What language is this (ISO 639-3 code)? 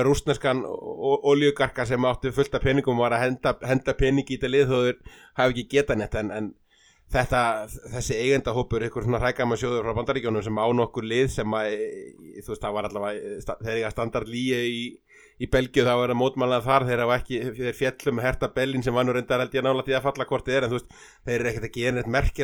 isl